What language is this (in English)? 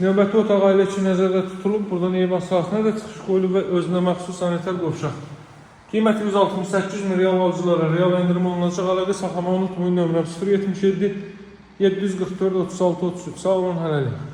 Azerbaijani